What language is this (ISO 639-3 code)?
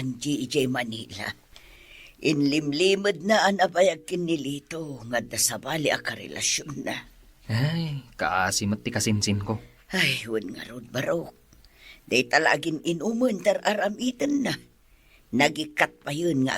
ilo